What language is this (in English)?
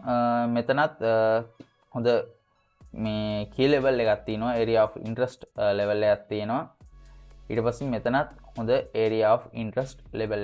Sinhala